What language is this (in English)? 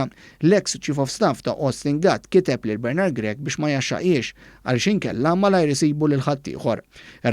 Maltese